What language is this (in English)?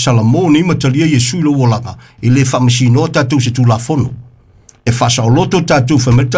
Samoan